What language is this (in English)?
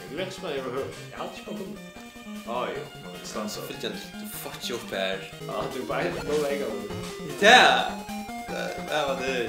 Faroese